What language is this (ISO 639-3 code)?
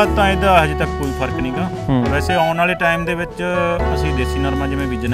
pan